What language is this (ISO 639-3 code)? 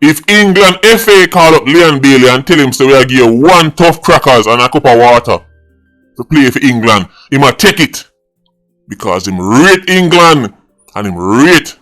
jam